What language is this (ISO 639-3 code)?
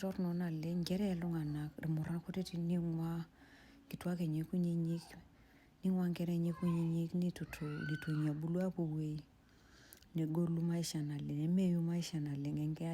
mas